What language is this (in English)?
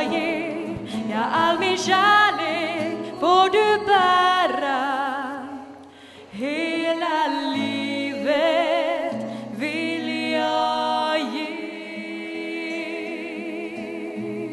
Swedish